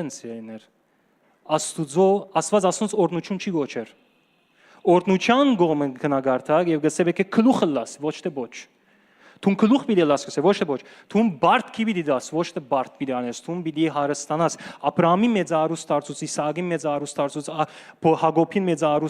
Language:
Western Armenian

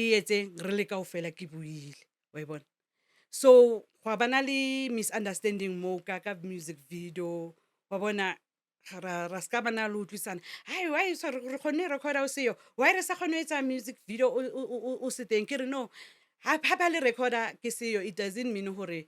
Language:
Northern Sotho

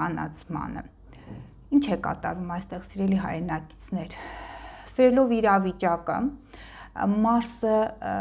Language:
Armenian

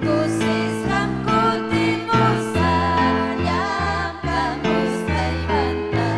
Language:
Ayacucho Quechua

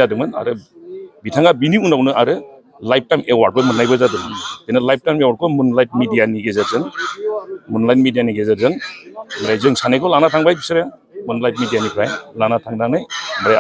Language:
Bodo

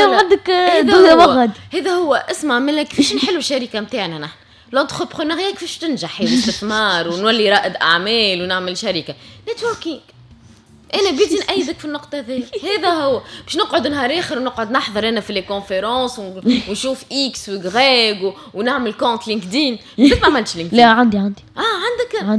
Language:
Tunisian Arabic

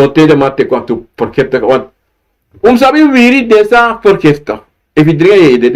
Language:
Sranan Tongo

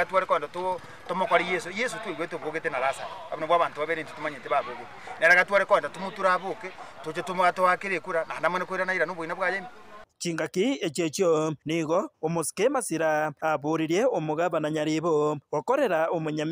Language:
Gusii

